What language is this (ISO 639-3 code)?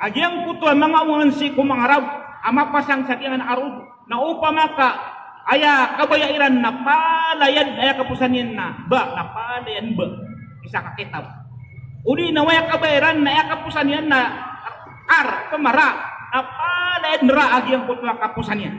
mrw